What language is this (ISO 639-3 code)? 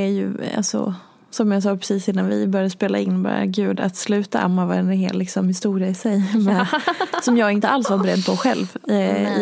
swe